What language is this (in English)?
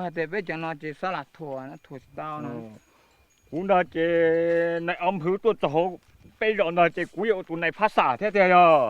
Hmong